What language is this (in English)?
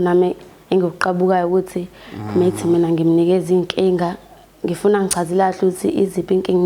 Zulu